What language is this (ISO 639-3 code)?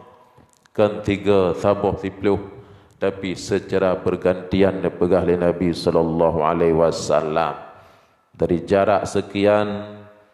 ace